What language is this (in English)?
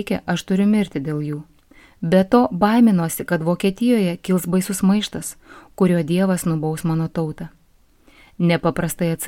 Lithuanian